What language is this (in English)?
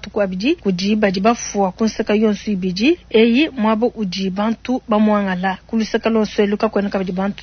Luba-Lulua